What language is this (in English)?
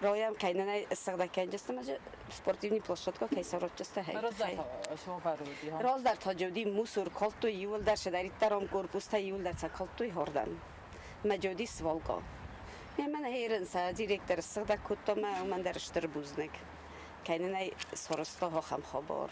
Ossetic